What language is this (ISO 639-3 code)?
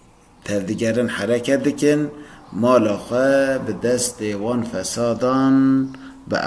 kur